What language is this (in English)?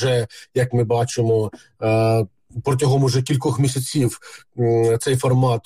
Ukrainian